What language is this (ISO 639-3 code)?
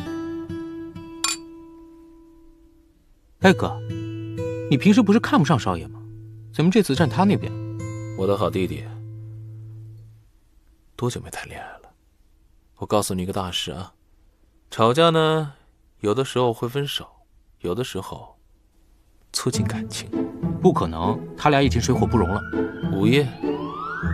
zho